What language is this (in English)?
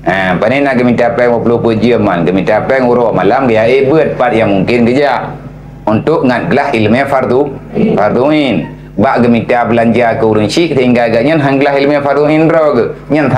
Achinese